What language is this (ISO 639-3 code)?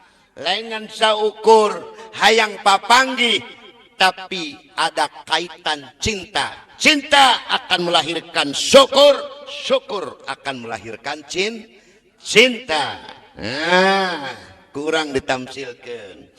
sun